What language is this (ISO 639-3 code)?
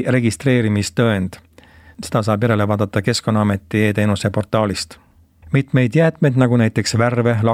est